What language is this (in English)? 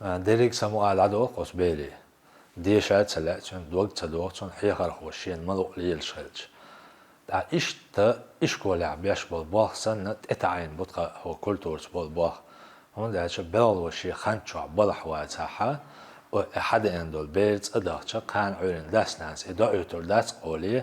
Chechen